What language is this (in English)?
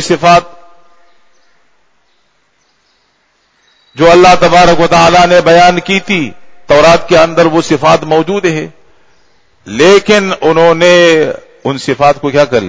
Urdu